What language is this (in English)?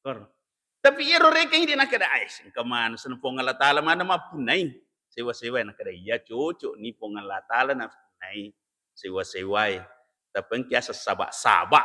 Buginese